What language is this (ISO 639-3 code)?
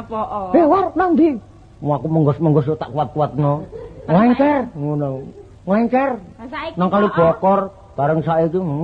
jav